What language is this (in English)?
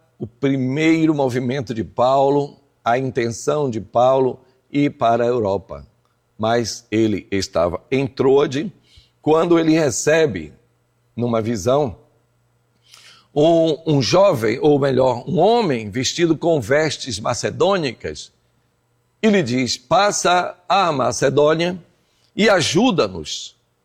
Portuguese